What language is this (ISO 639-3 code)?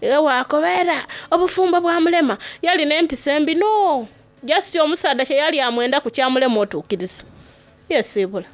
xog